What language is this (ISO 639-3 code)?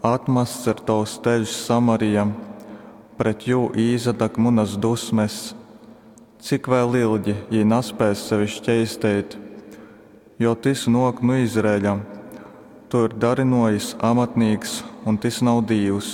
ltg